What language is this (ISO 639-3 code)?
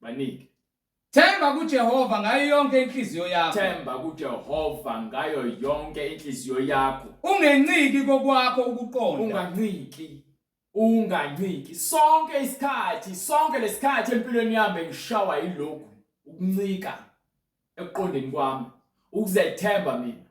zul